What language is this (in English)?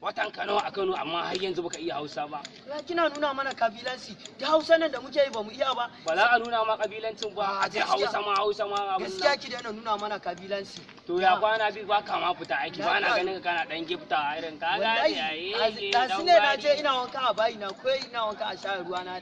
Hausa